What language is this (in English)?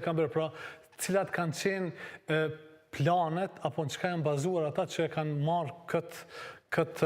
Albanian